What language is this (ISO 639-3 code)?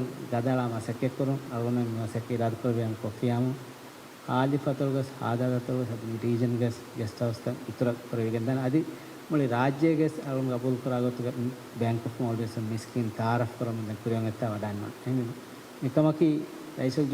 div